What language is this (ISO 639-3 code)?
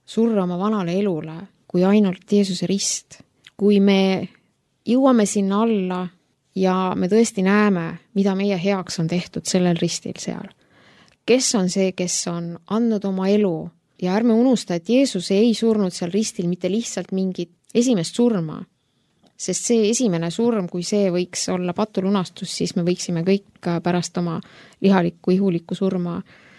est